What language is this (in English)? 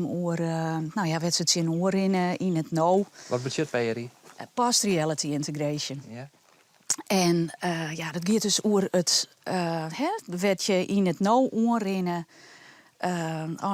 Western Frisian